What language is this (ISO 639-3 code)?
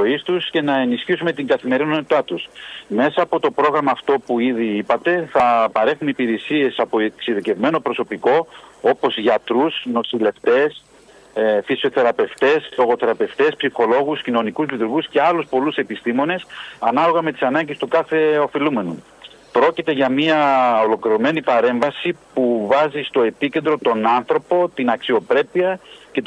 ell